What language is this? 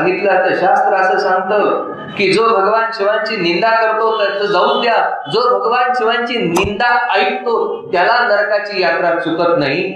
Marathi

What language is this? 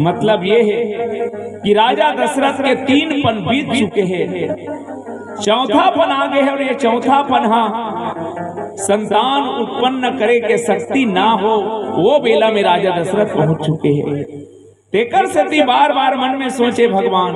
Chhattisgarhi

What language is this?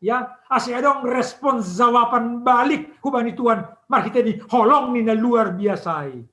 Batak Simalungun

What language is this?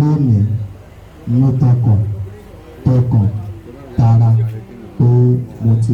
Yoruba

